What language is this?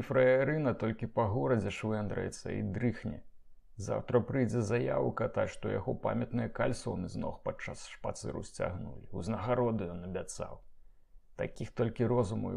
Belarusian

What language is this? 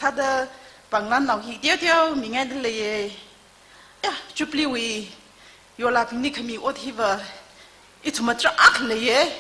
Tangkhul Naga (India)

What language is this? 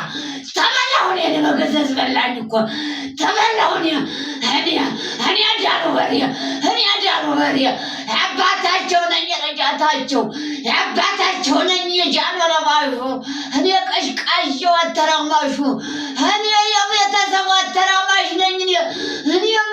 Amharic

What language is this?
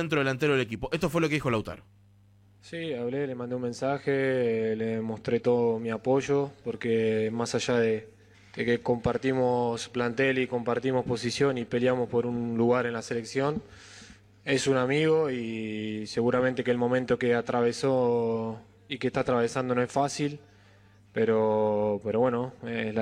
Spanish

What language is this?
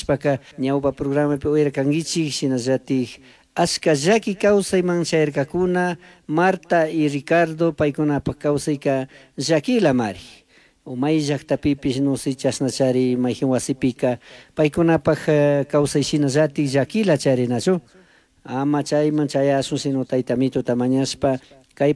Chimborazo Highland Quichua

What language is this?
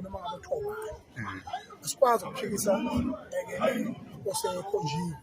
Zulu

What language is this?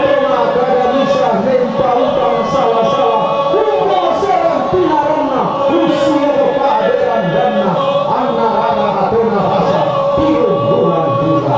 Toraja-Sa'dan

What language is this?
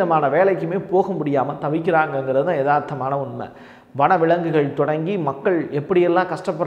Tamil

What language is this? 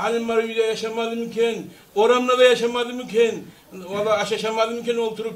Kumyk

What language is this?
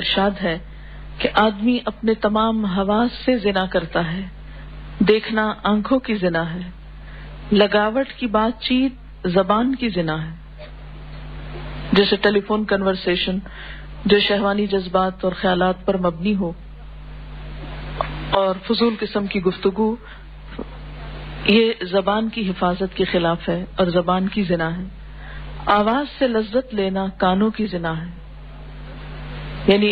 Urdu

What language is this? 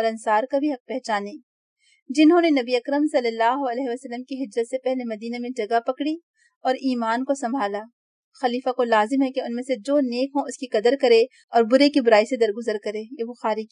Urdu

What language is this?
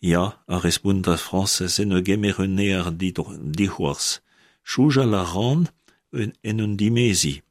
Breton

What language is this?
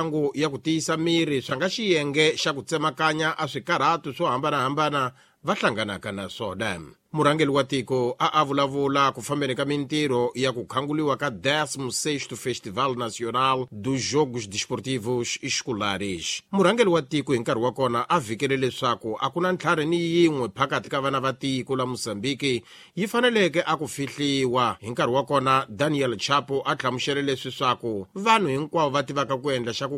Tsonga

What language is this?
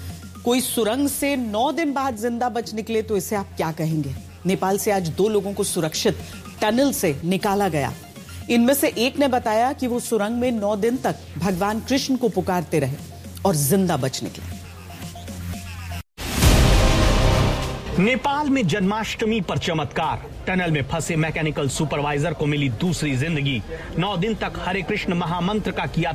Hindi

